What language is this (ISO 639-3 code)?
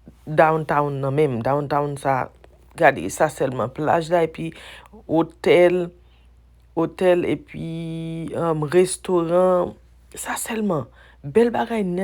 hat